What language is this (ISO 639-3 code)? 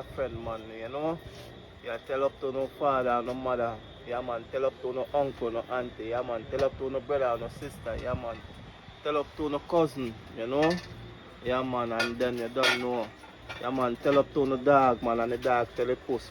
jam